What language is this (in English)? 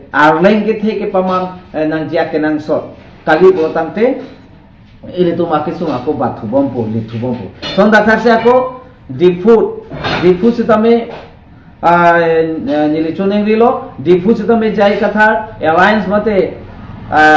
Karbi